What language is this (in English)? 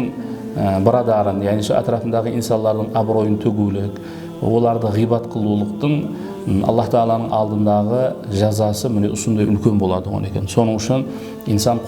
Kara-Kalpak